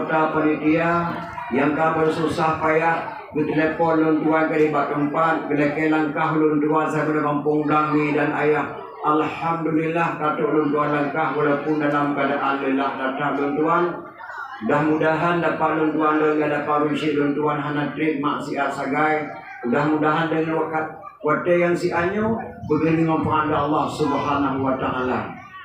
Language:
Achinese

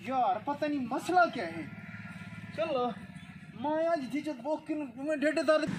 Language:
Saraiki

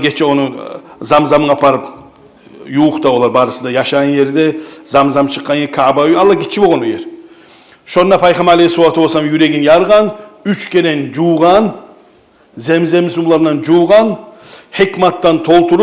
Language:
Kumyk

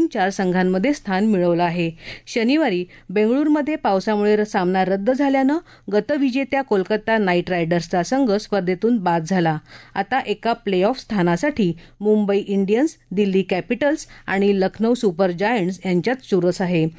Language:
Marathi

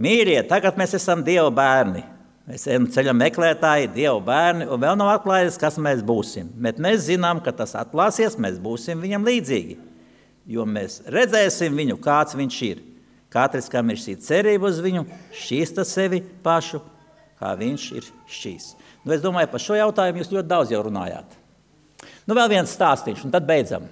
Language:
Latvian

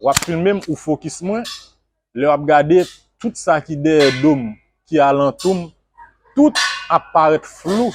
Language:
Haitian Creole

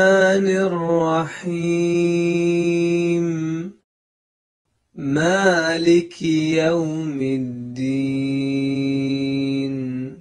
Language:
Arabic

